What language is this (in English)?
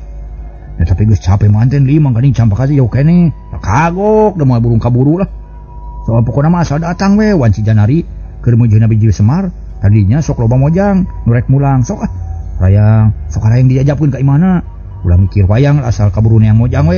Sundanese